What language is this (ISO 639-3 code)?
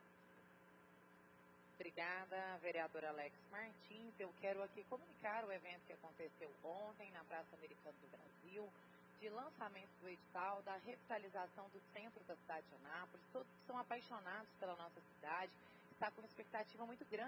por